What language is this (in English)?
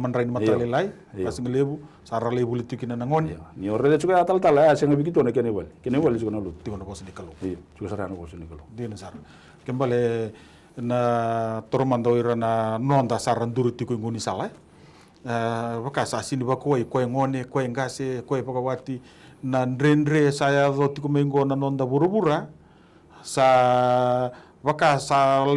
Fijian